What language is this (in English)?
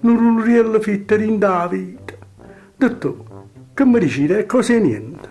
Neapolitan